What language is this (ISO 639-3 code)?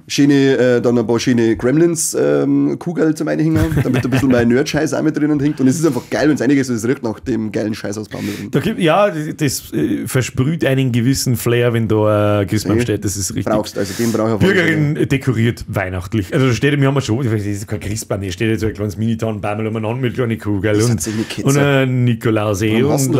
bar